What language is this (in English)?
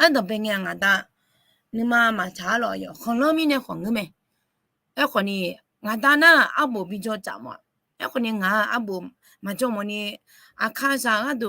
Akha